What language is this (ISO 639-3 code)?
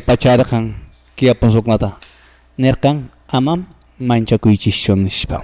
que